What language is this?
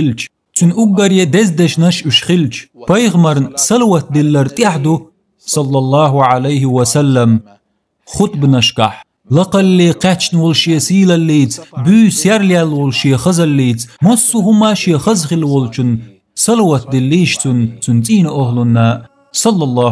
Chechen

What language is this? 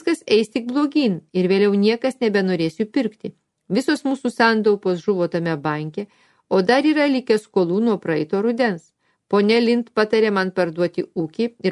Lithuanian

